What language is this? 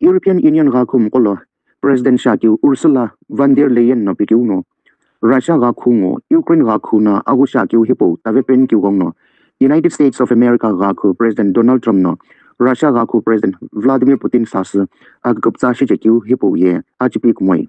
Sumi Naga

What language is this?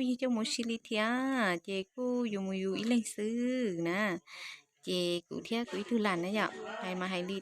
Hmong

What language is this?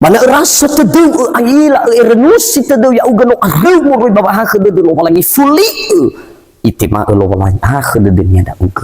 Nias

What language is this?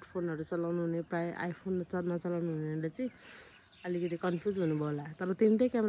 Nepali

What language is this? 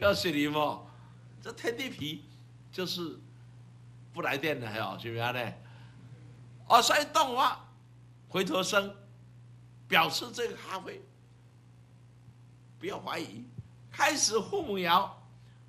Chinese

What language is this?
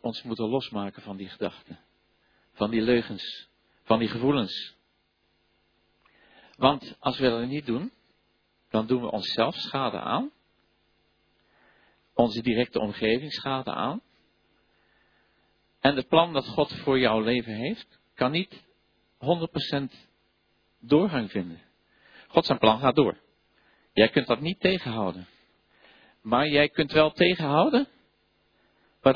Dutch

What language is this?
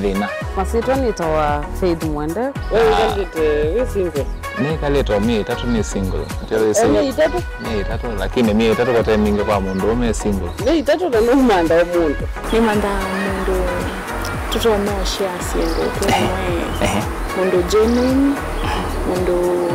Kamba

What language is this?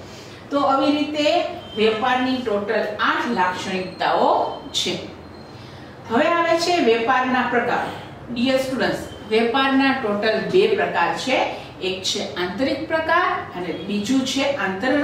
Gujarati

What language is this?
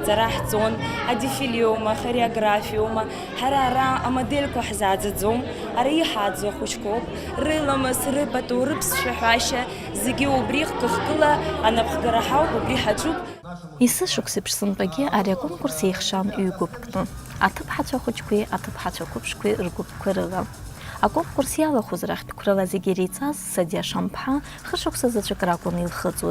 Abkhazian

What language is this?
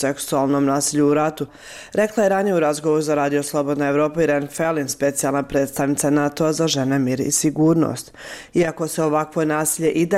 Croatian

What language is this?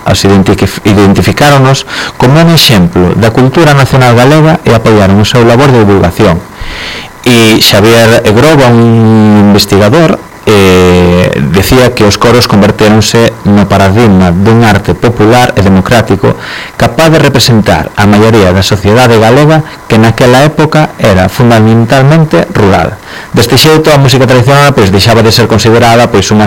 Galician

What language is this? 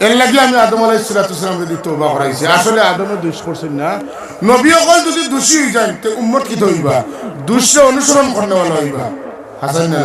Sylheti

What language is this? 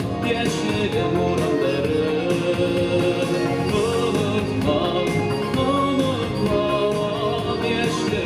Bashkir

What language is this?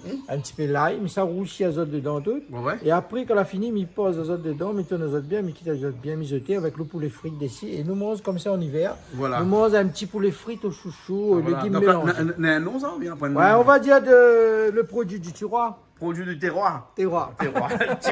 Réunion Creole French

